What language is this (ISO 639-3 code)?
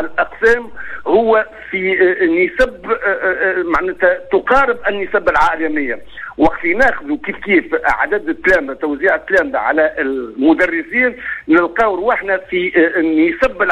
aeb